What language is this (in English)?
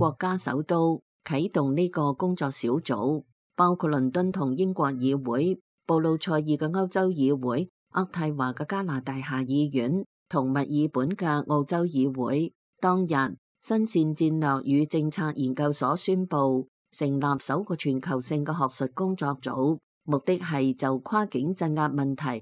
Cantonese